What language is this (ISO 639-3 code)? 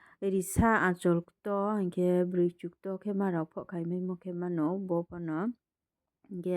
ria